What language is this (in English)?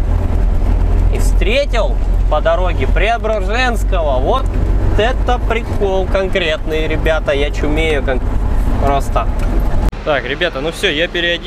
Russian